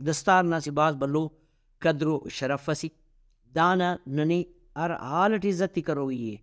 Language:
Brahui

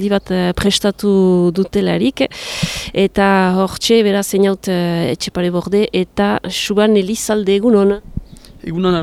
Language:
Basque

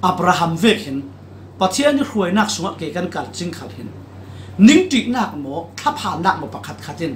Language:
Falam Chin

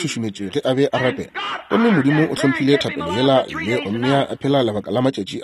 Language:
Northern Sotho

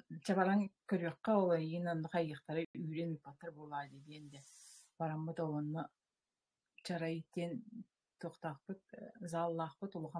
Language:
Yakut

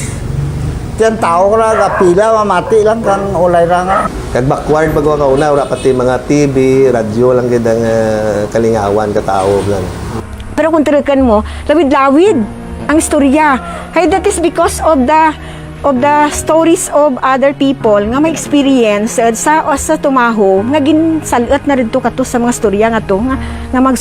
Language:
Kinaray-a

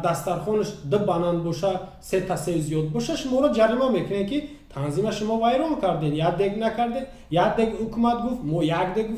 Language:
Tajik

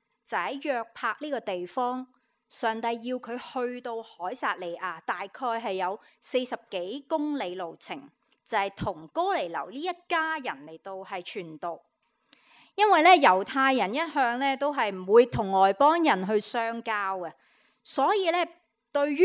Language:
Cantonese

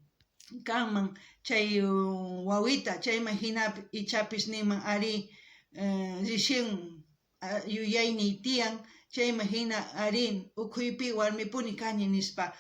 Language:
South Bolivian Quechua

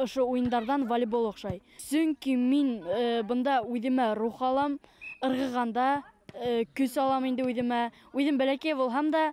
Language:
Bashkir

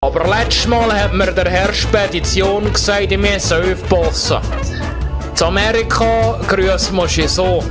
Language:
Swiss German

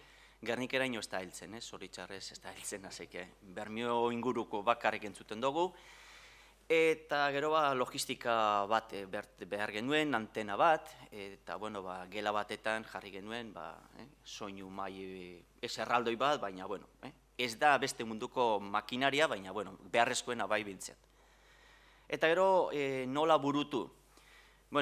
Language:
Basque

